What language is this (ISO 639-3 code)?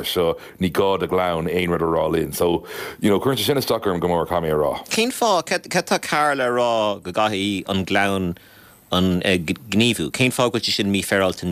gle